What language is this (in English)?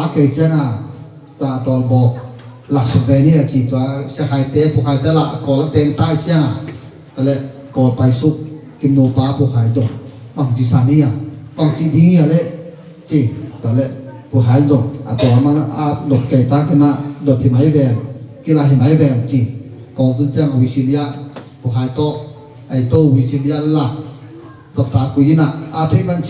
Tedim Chin